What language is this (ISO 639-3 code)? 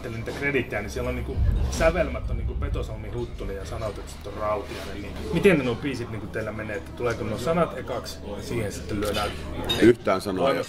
fin